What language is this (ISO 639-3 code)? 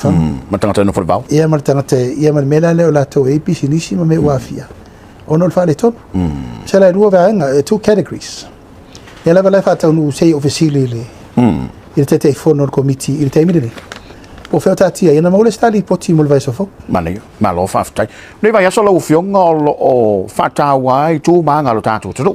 smo